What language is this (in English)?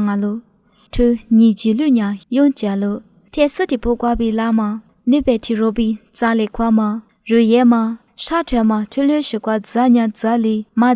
Lisu